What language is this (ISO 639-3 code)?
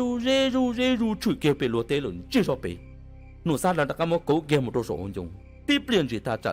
hmn